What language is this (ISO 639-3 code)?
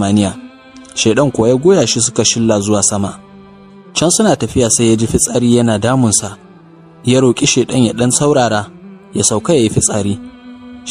hau